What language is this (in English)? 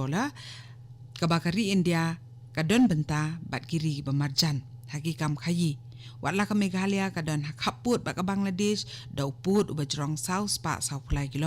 Khasi